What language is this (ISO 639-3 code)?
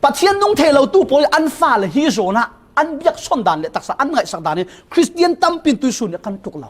cfm